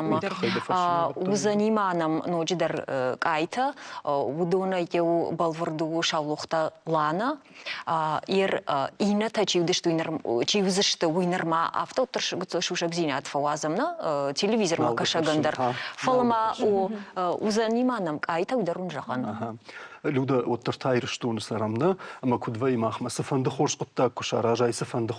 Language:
Ossetic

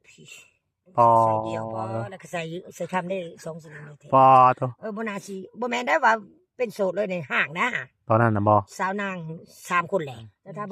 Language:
Lao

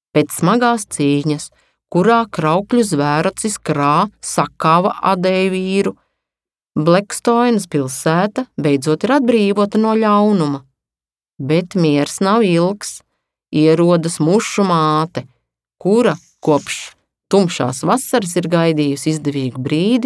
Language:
Latvian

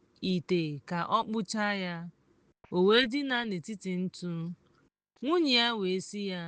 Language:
Igbo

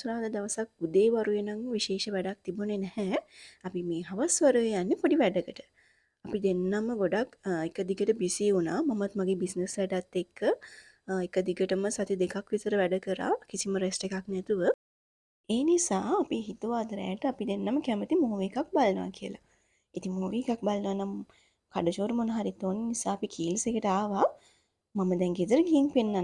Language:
Sinhala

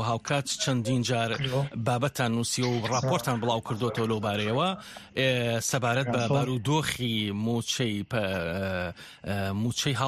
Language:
Central Kurdish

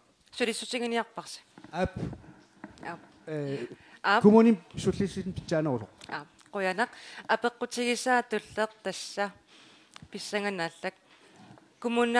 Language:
Kalaallisut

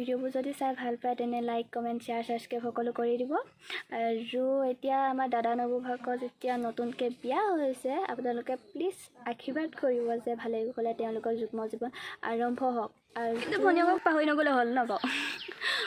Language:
Assamese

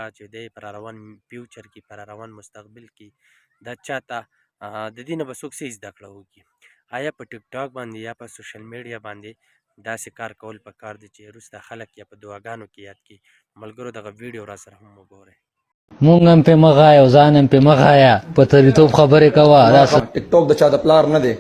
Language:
Pashto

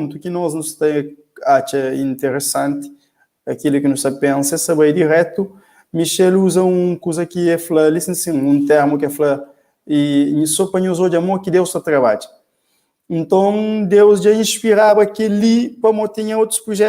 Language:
Kabuverdianu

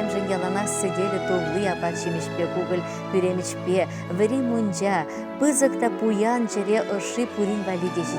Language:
Chuvash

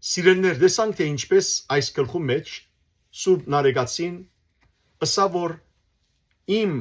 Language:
Western Armenian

